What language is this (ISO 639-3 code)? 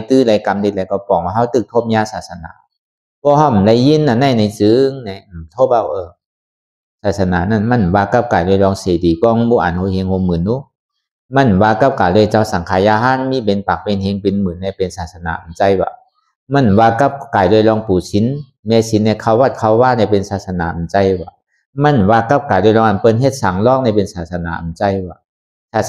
shn